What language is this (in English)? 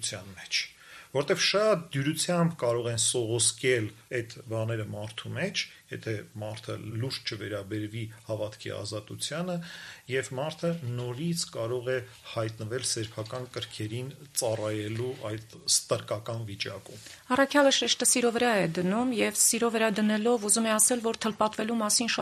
Armenian